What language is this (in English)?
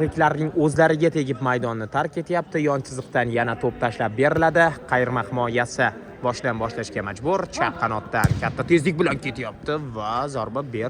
Uzbek